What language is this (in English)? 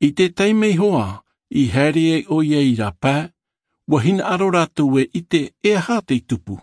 Tahitian